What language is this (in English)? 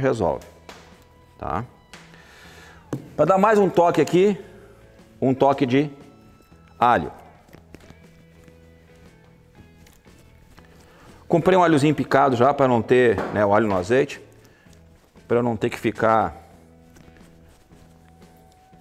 Portuguese